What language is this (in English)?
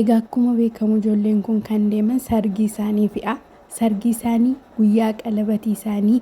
Oromo